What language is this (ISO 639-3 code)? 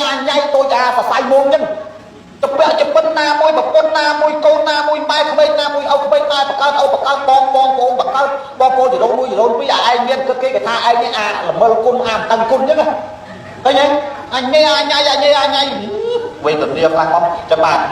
khm